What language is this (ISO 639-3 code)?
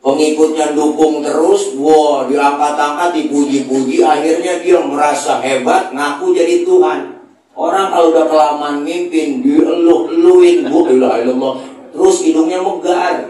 bew